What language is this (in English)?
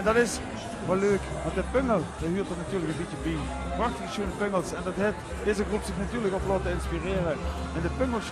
Limburgish